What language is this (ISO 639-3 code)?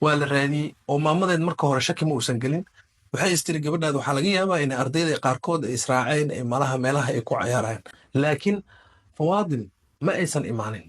som